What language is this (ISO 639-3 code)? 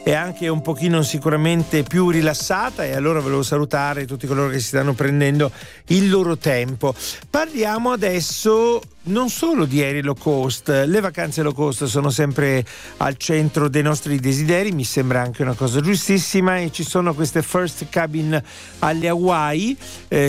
ita